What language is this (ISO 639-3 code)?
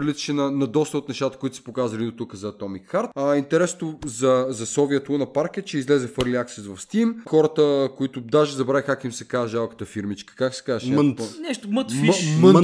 bul